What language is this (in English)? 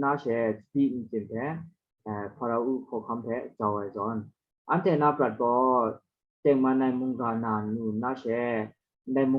Kachin